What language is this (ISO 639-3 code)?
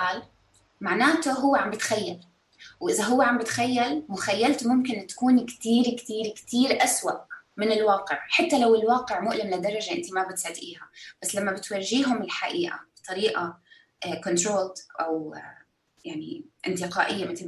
apc